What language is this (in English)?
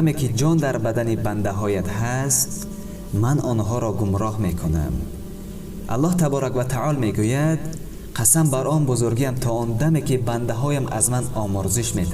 Tajik